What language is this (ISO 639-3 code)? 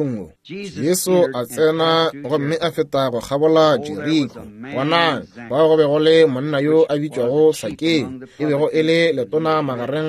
nso